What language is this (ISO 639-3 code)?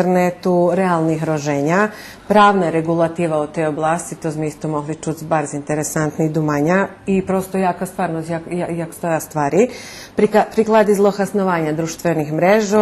rue